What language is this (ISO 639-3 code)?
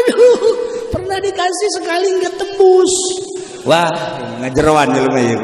sun